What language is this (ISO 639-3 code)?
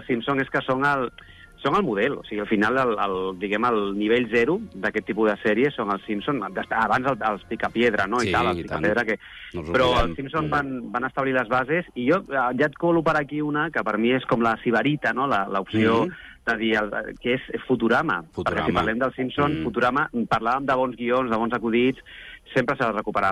cat